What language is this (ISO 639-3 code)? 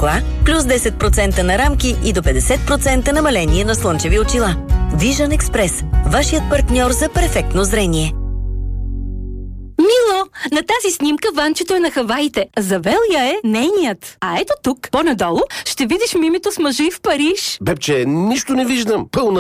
bul